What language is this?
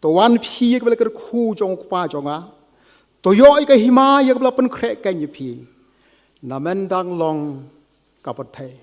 Khasi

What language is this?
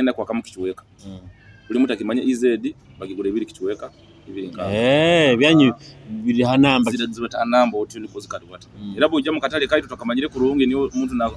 Nyoro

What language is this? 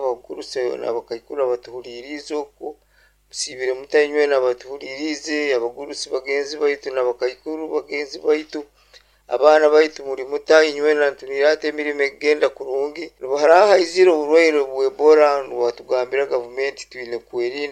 Nyoro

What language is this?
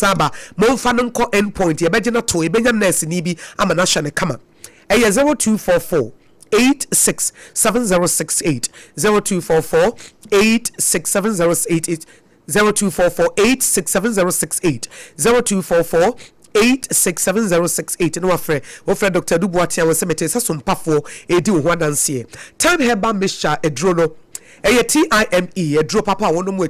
Akan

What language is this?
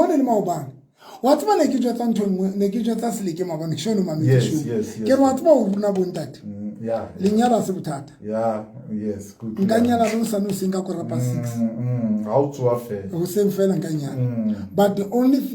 Southern Sotho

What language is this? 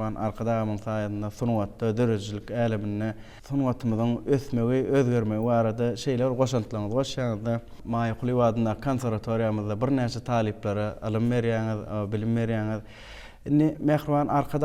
Turkmen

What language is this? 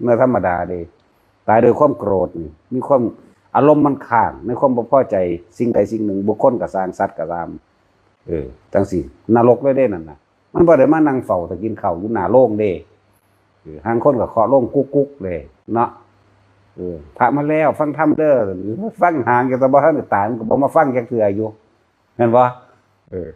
Northeastern Thai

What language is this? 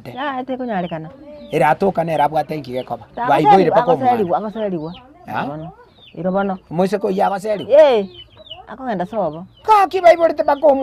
Gusii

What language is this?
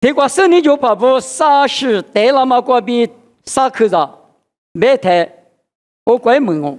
Lisu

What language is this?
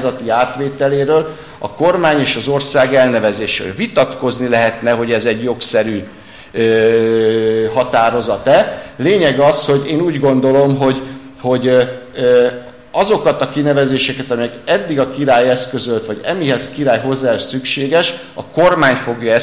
Hungarian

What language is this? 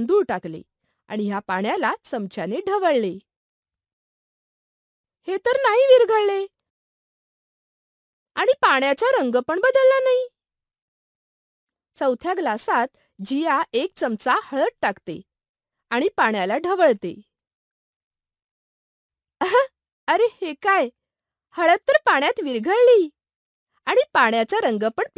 Marathi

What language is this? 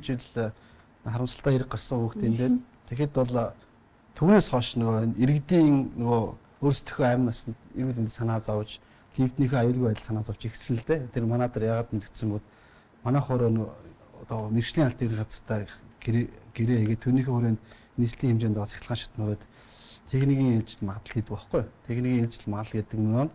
Mongolian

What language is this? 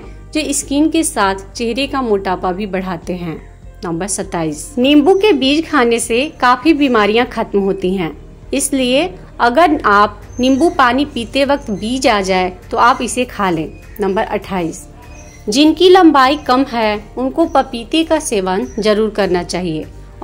Hindi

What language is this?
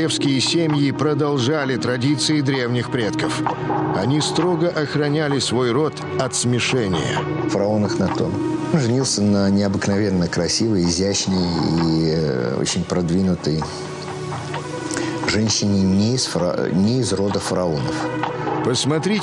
Russian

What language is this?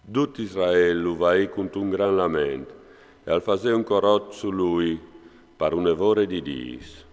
Friulian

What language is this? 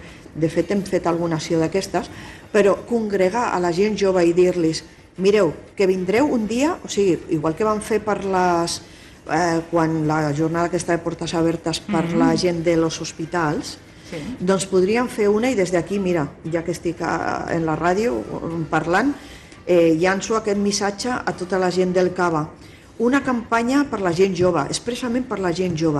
Catalan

